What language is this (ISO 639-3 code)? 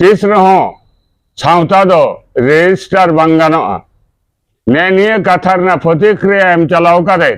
sat